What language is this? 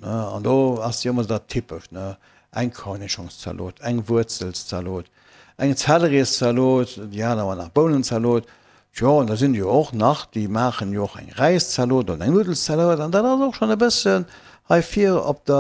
Luxembourgish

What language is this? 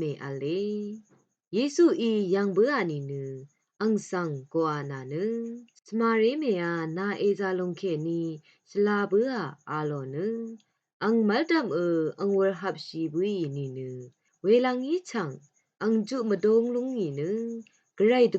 Rawang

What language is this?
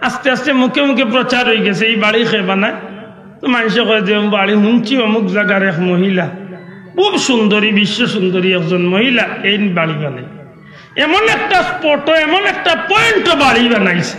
Sylheti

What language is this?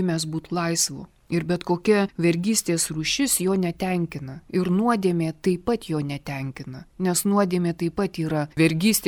Lithuanian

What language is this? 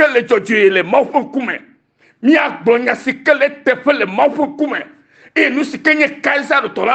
Ewe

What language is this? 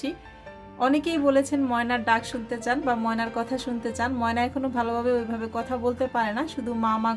Bangla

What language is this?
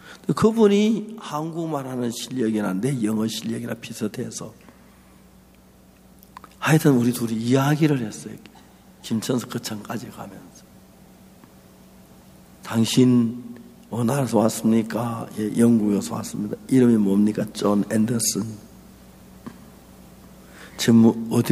Korean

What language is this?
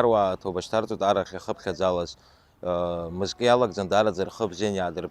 Abkhazian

